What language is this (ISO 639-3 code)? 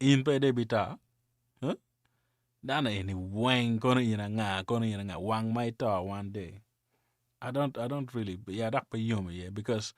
ach